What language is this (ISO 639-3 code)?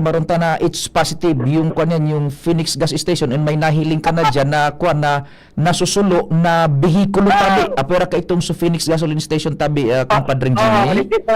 bik